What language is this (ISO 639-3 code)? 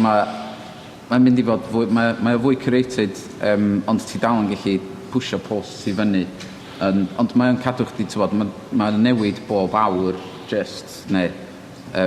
cym